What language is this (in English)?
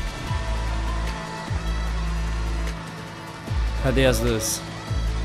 Portuguese